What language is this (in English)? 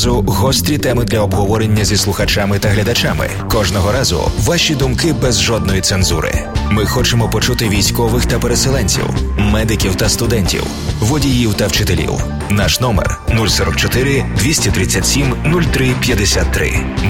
Ukrainian